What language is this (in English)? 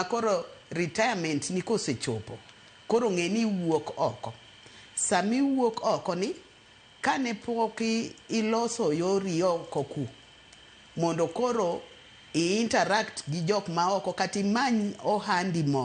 Luo (Kenya and Tanzania)